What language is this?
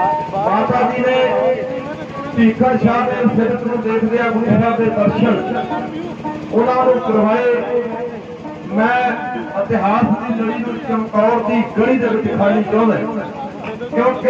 Punjabi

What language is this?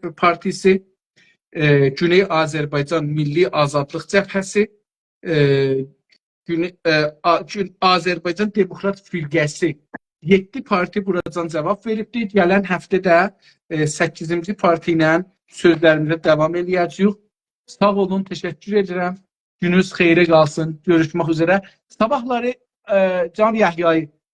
South Azerbaijani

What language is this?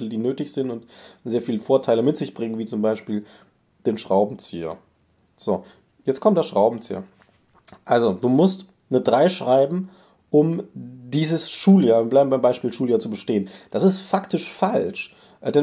German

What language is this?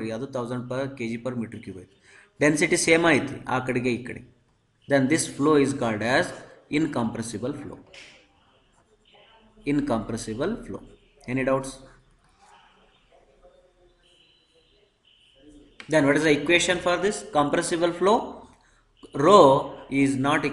Kannada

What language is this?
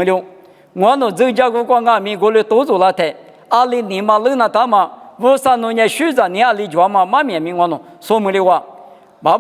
Lisu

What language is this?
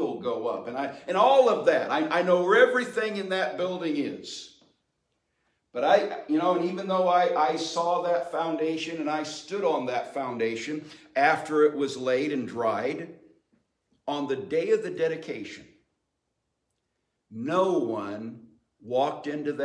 English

